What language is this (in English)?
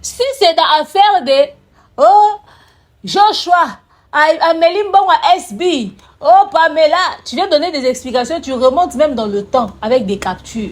Lingala